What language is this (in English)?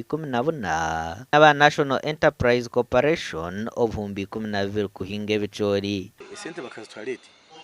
Nyankole